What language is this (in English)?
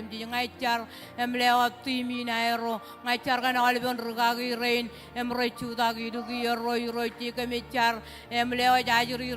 Marshallese